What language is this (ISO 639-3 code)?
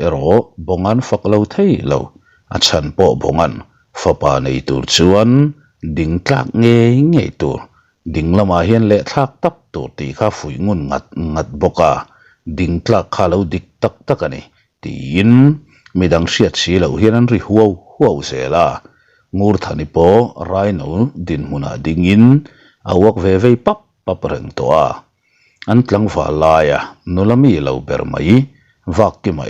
lus